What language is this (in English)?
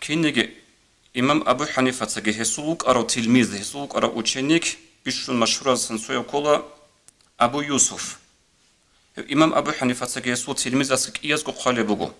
Avaric